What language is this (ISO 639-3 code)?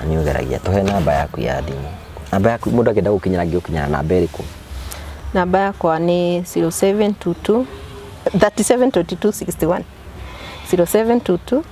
kik